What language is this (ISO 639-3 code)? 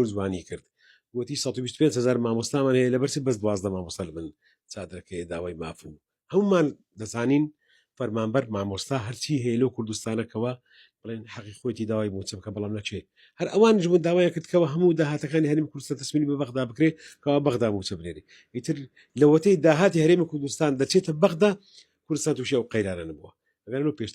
ckb